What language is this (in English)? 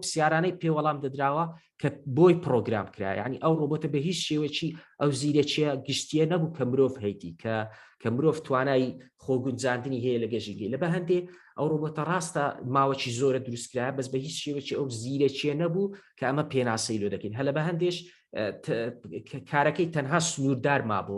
Central Kurdish